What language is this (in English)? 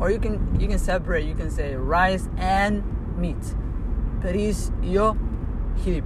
English